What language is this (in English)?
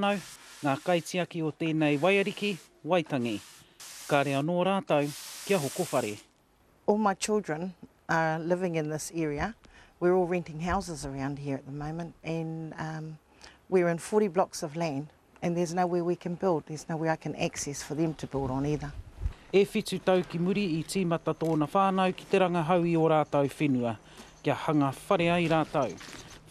Māori